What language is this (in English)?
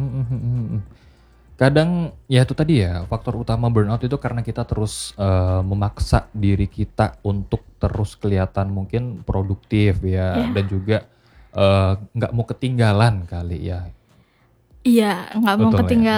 Indonesian